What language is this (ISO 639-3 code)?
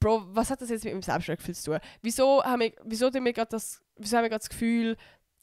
gsw